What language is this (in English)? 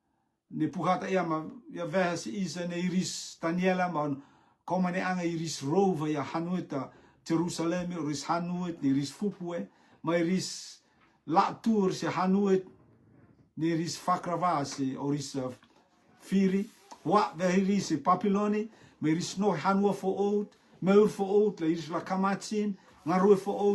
Rotuman